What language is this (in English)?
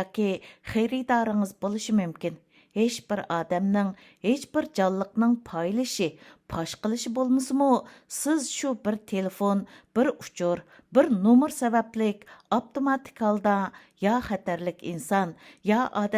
Uyghur